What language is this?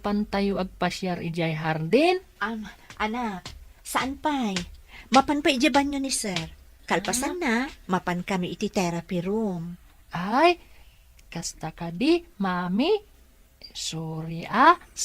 Iloko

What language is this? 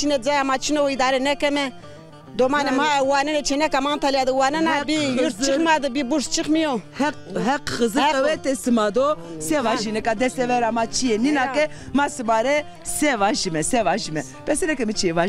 Zaza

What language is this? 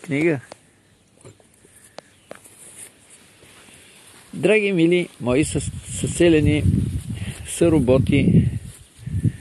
Bulgarian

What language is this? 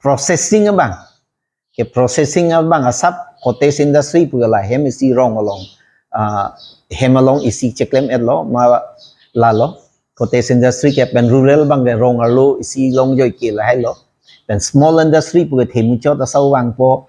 Karbi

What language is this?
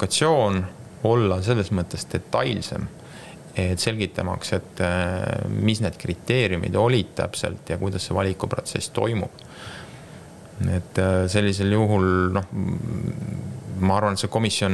Estonian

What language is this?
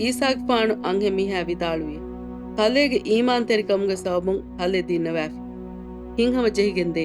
Divehi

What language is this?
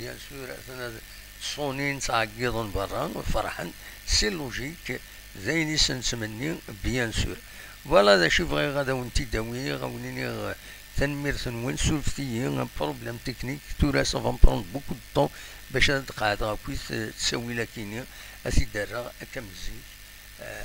Kabyle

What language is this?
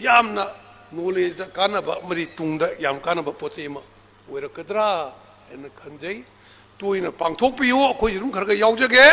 Manipuri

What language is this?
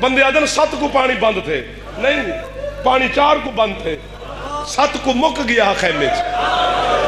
Saraiki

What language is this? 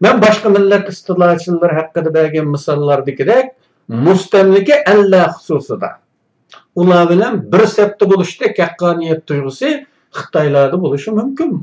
Uyghur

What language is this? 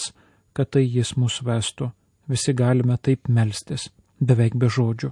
Lithuanian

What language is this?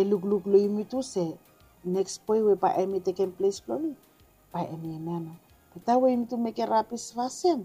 Bislama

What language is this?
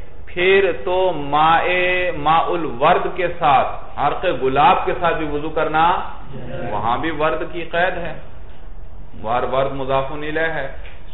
Urdu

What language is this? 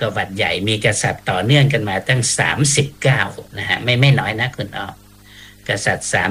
Thai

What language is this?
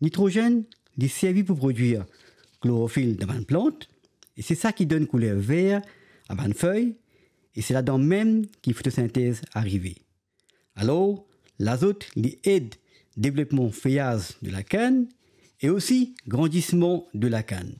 Morisyen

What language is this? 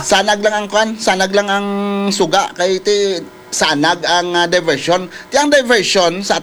Hiligaynon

